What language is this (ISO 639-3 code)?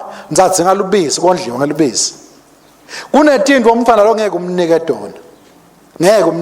ssw